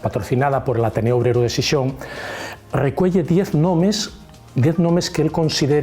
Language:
Asturian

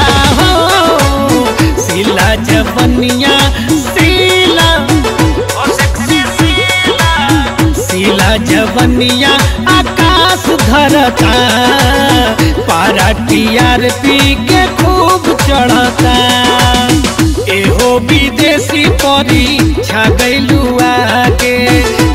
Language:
Bhojpuri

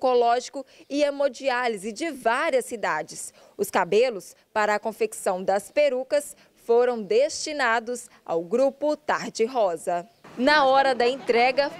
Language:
Portuguese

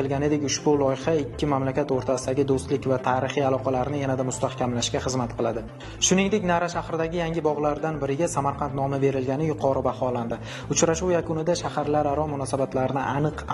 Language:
Uzbek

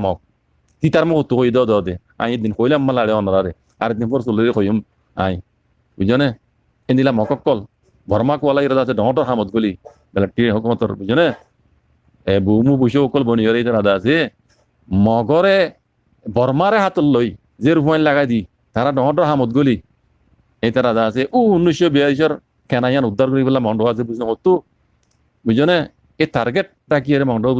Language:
Rohingya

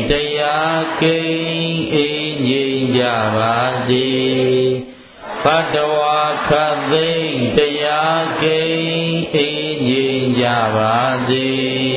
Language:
Burmese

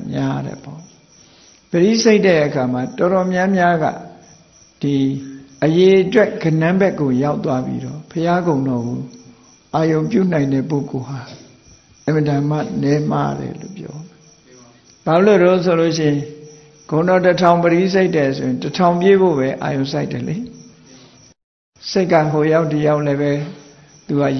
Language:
Burmese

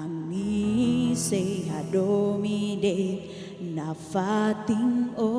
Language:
Tetum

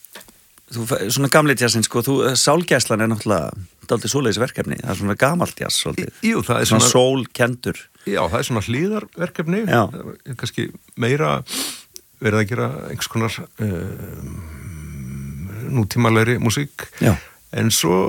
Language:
Icelandic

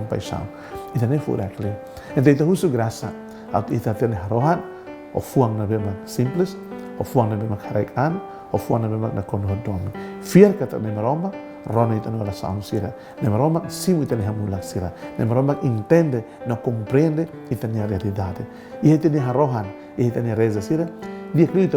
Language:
Tetum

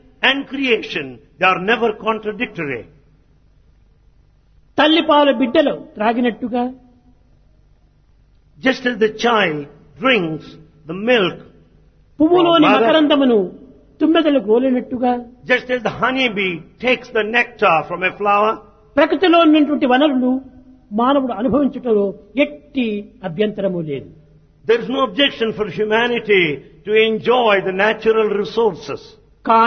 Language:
Telugu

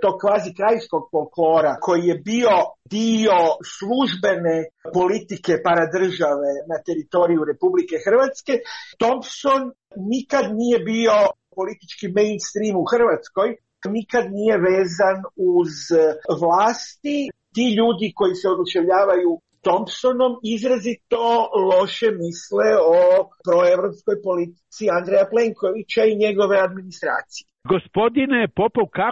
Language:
Croatian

